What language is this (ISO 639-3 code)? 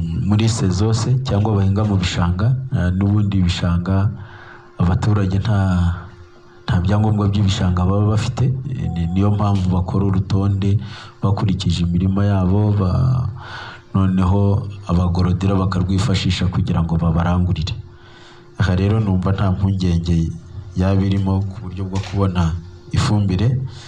kin